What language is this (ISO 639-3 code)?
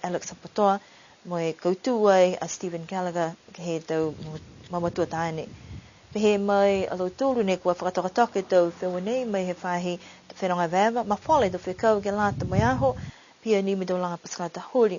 niu